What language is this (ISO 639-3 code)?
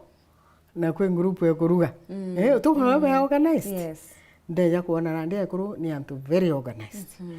mer